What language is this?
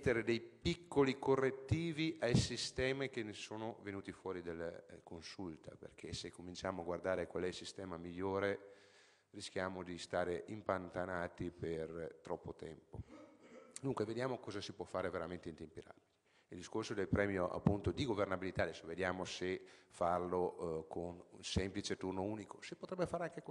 Italian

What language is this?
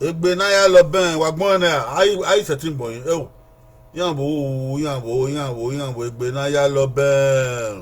Bini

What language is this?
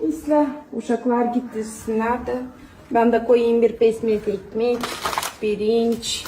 Gagauz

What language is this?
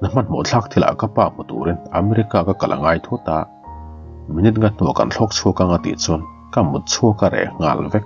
Mizo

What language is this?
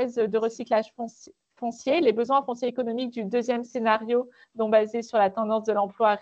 French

